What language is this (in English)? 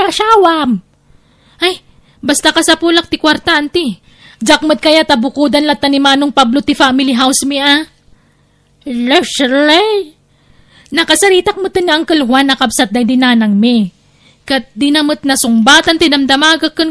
Iloko